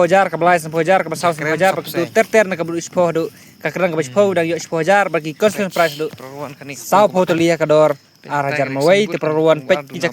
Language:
Khasi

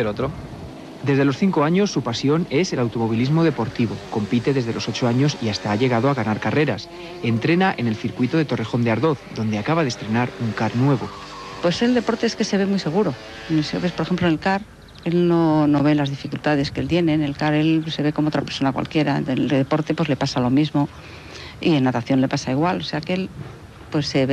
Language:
Spanish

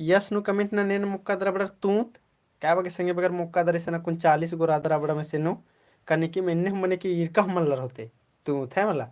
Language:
Kurukh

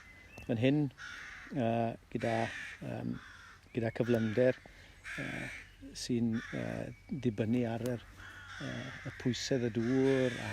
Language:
Welsh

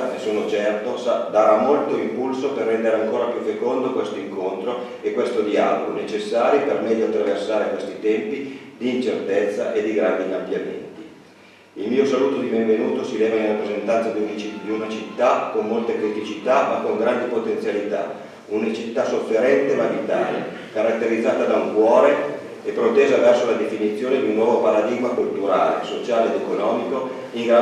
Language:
Italian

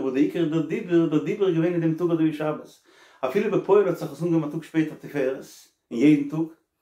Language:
Yiddish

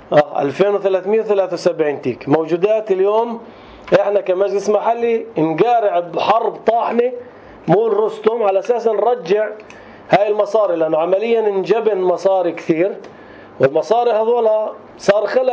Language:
North Levantine Arabic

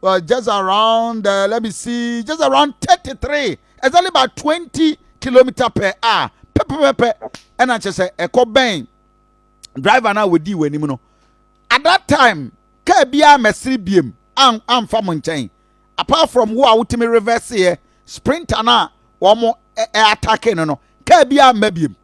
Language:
Akan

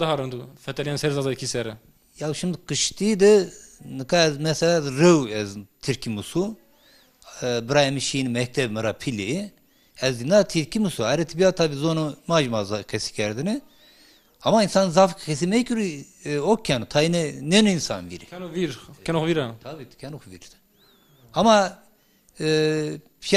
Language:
Zaza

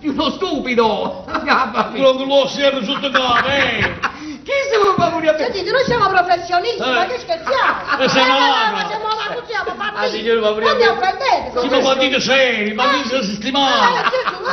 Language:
Neapolitan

